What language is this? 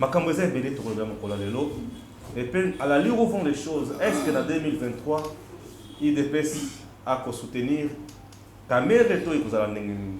Lingala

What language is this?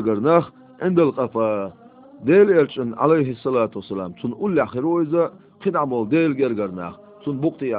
Chechen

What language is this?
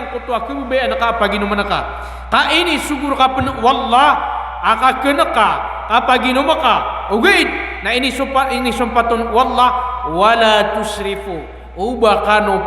Maranao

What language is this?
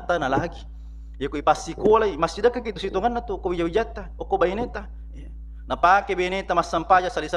Buginese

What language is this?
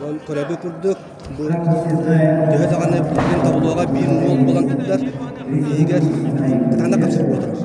Yakut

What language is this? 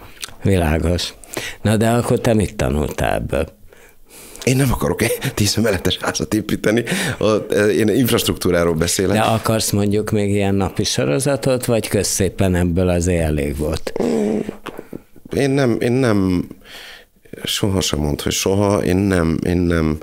Hungarian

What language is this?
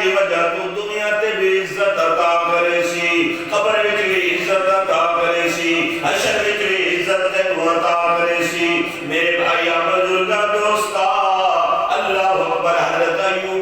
Saraiki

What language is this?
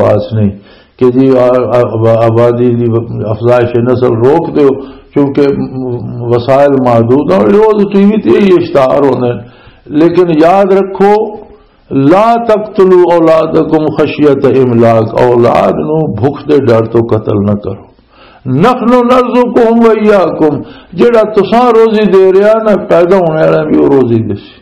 Western Panjabi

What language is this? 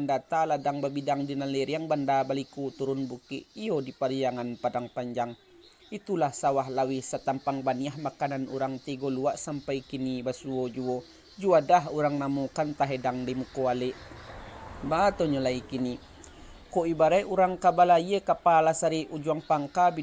Minangkabau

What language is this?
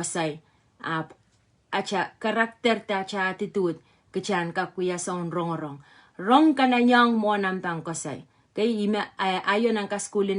Pohnpeian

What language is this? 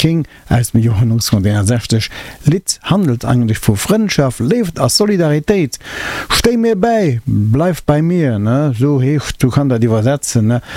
Luxembourgish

